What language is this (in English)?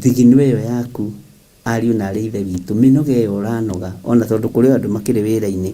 Kikuyu